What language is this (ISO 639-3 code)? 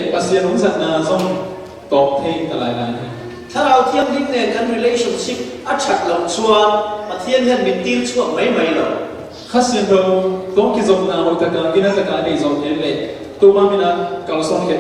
cfm